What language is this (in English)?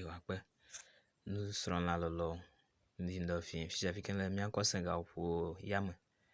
Ewe